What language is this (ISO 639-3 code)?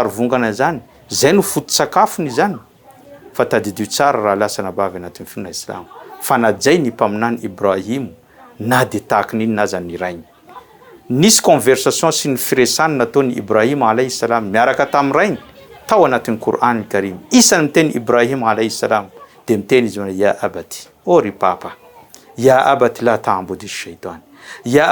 mlg